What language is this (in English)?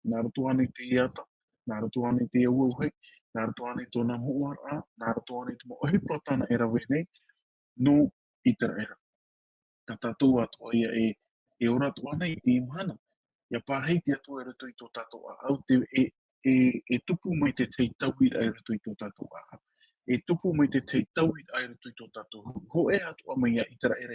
Tahitian